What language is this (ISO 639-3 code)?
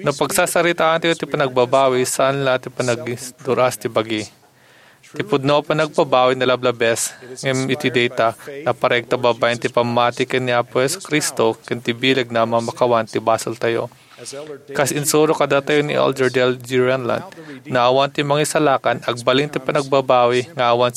ilo